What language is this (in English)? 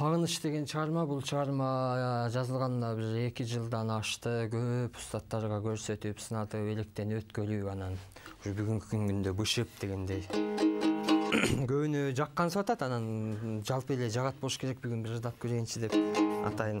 Kyrgyz